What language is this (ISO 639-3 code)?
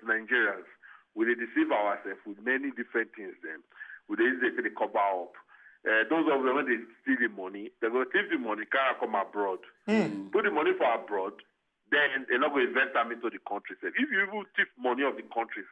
pcm